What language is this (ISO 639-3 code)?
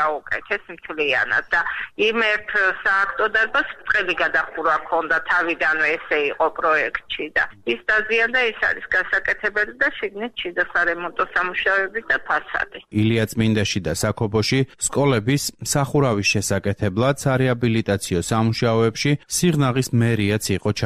kat